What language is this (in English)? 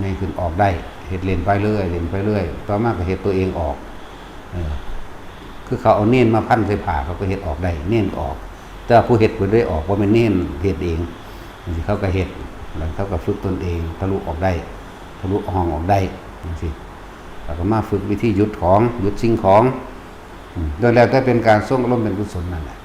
Northeastern Thai